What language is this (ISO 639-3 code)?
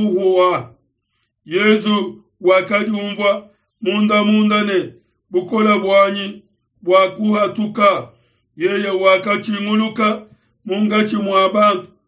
lua